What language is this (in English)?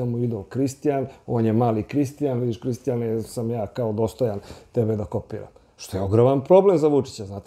Serbian